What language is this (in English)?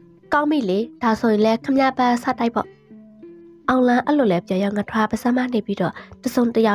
Burmese